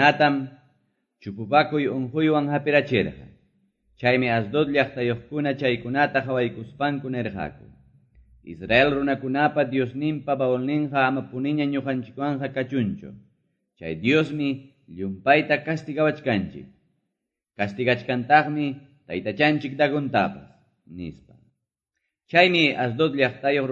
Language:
Quechua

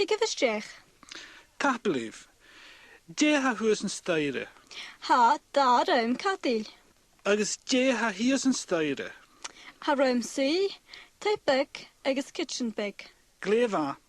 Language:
Scottish Gaelic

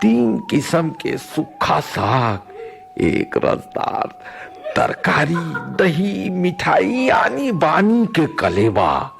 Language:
Chhattisgarhi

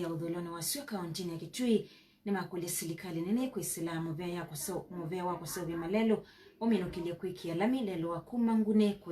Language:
Kamba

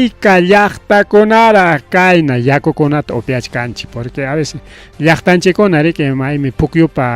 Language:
Ayacucho Quechua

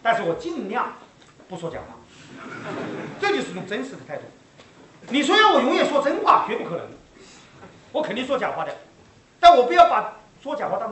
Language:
Chinese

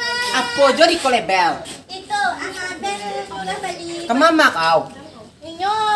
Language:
Minangkabau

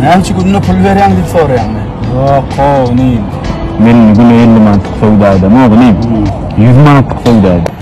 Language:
Turkmen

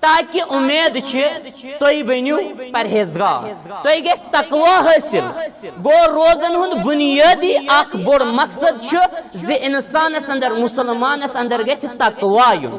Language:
Kashmiri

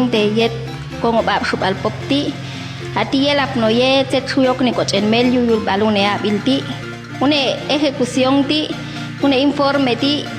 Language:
Popti'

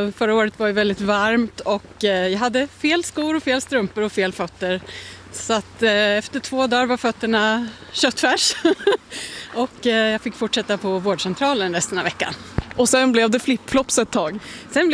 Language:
Swedish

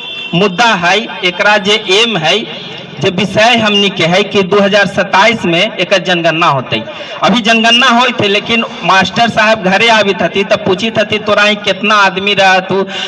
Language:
Magahi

